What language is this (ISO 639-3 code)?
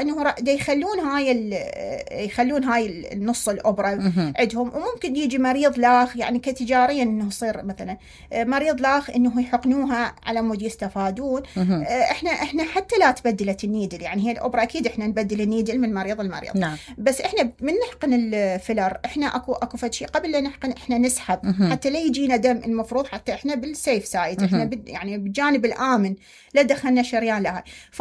acm